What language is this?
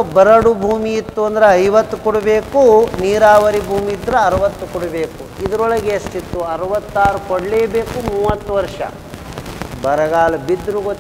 Kannada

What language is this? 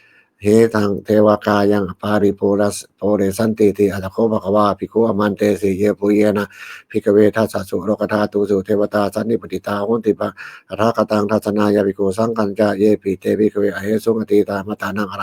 Pali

